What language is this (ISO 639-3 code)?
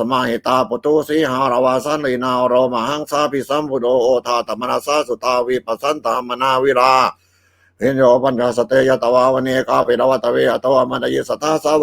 pli